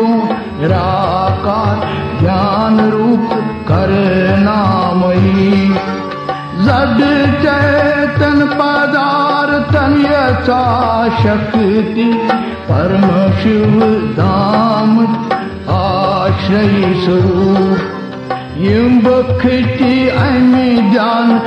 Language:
Kashmiri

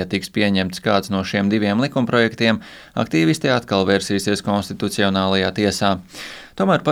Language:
Latvian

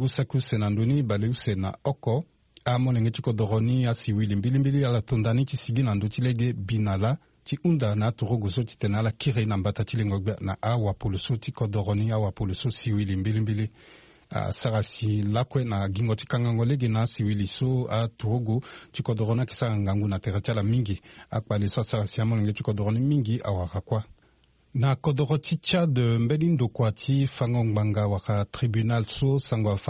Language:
Sango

